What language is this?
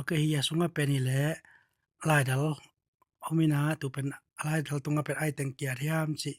Tedim Chin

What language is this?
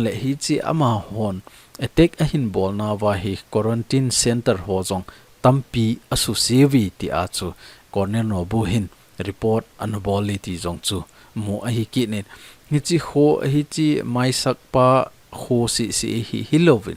Thado Chin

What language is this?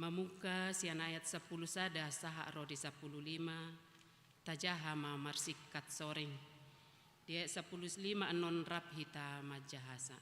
Batak Toba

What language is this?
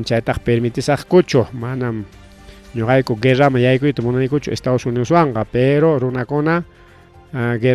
Ayacucho Quechua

